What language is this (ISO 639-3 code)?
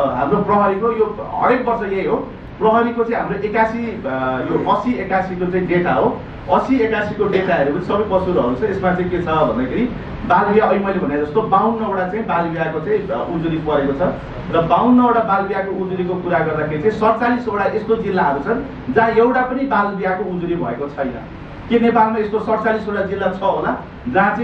nep